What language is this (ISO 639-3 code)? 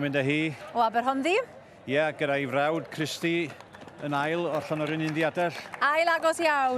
cym